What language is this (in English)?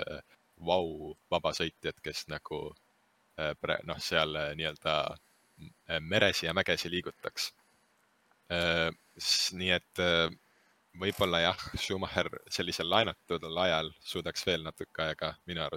Estonian